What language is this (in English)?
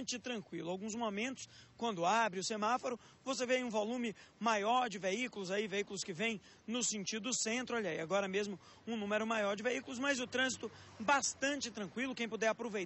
Portuguese